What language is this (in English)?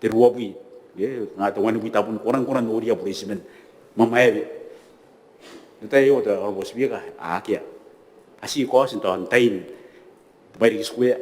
Gilbertese